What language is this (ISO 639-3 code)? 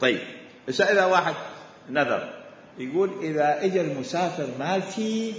acm